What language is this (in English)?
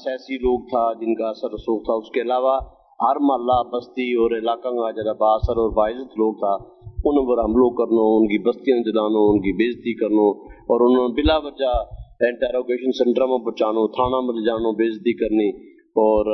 Gujari